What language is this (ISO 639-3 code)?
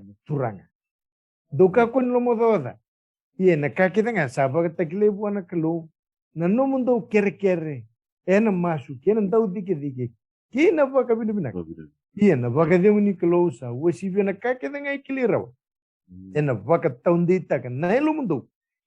fij